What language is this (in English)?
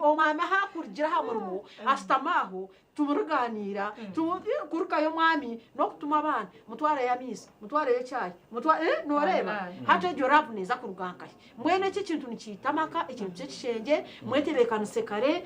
Nyankole